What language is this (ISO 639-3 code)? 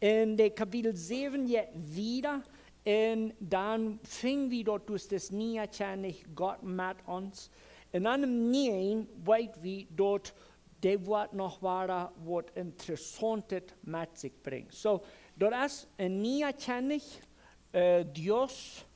pdt